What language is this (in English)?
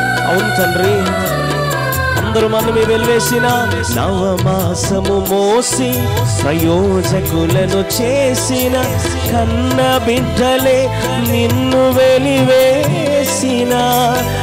Telugu